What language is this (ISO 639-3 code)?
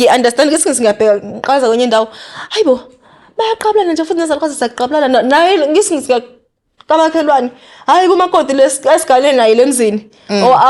zul